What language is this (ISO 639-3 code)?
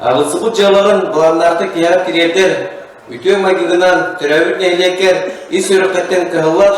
sah